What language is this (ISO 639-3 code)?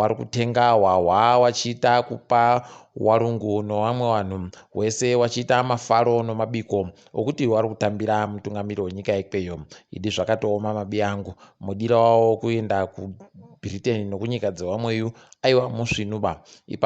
ndc